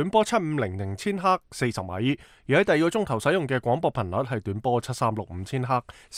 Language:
Cantonese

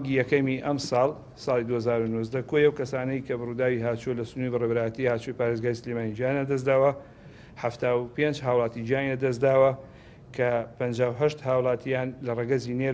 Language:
Central Kurdish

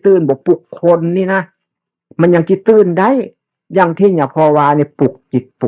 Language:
Northeastern Thai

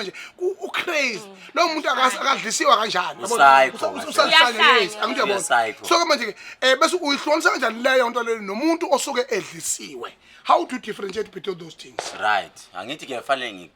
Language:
Zulu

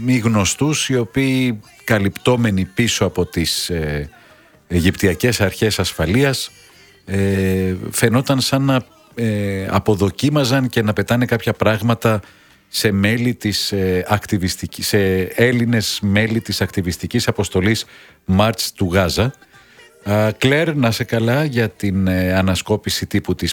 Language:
Greek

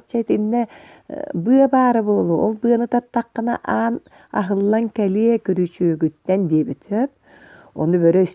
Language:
Yakut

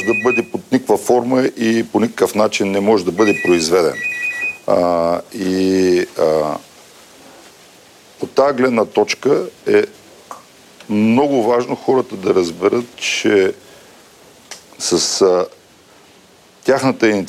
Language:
Bulgarian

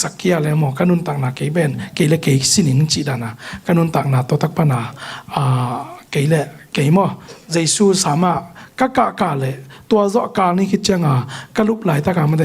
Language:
Tedim Chin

